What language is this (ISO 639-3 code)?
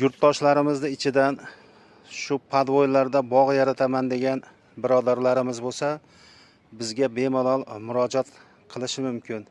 uzb